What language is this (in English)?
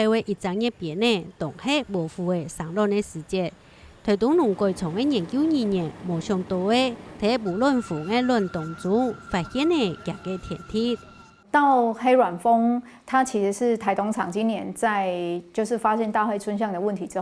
Hakka Chinese